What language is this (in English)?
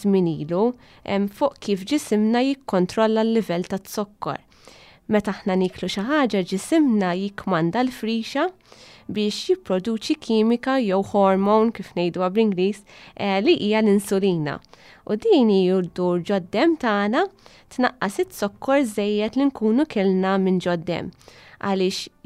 Maltese